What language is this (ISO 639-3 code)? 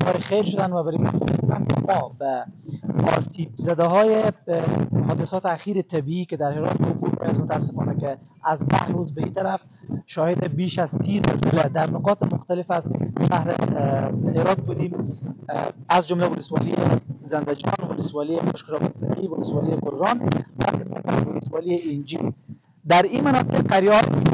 fas